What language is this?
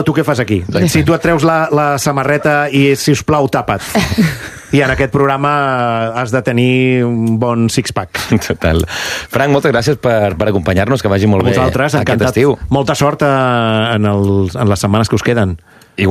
Catalan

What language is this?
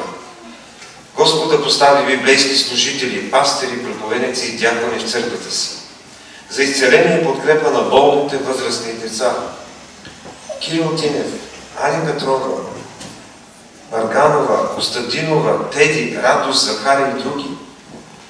Bulgarian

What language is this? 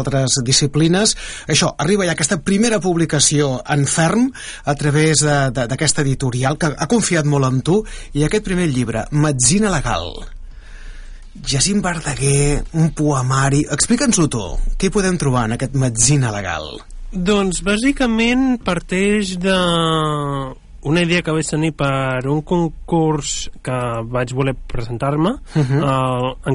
Catalan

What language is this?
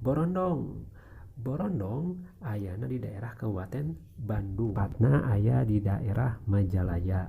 Sundanese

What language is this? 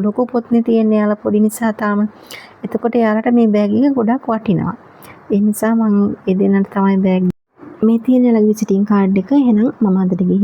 Sinhala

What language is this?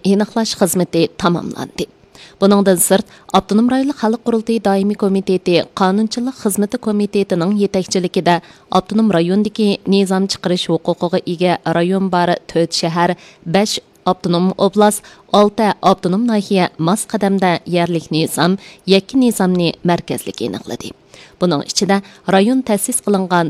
Uyghur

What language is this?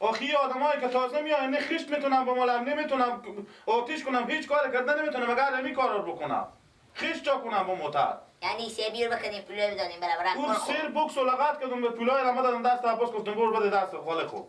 Persian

